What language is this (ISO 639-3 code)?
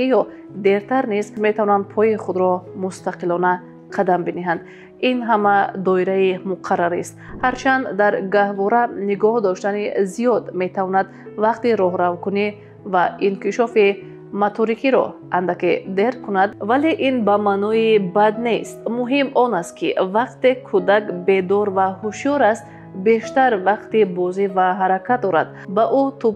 tgk